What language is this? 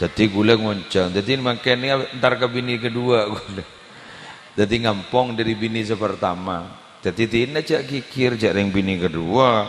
Madurese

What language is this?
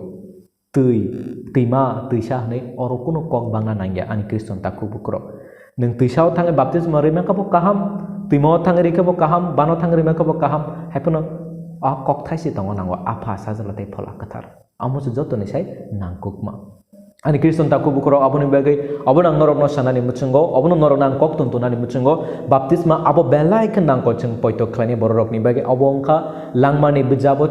Kok Borok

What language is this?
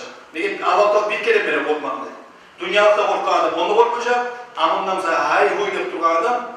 Kumyk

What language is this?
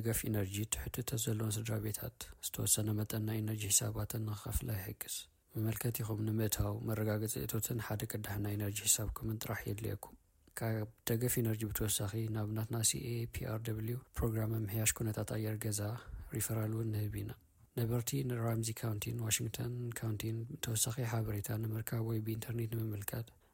Tigrinya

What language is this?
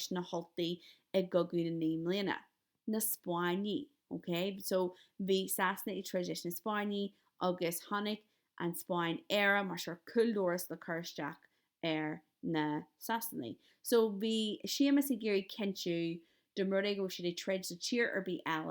Irish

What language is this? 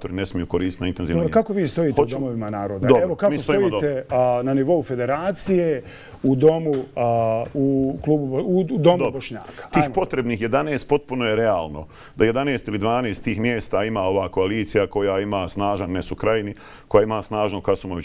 Bosnian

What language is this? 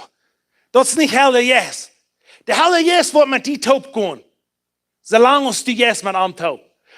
Plautdietsch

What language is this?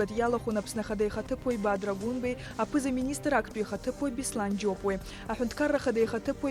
Abkhazian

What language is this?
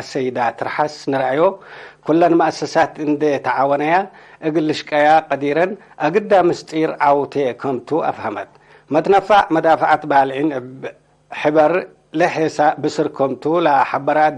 Tigre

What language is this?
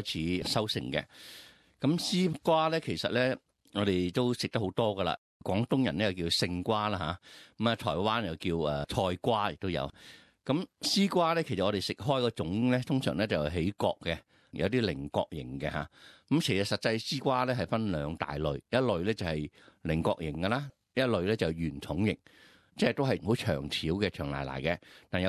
Cantonese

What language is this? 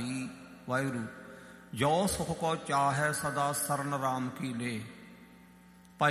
Punjabi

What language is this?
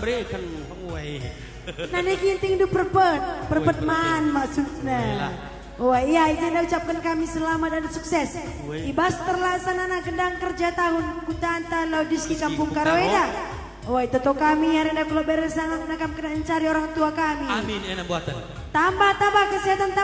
Batak Karo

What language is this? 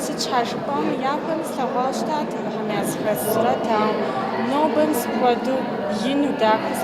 Kabardian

